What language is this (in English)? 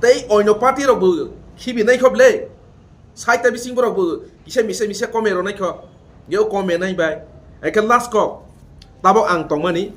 Kok Borok